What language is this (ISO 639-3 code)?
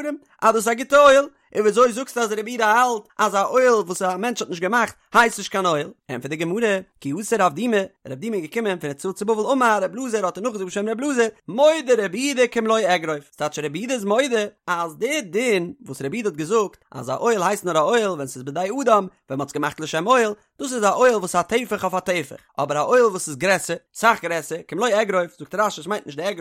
yid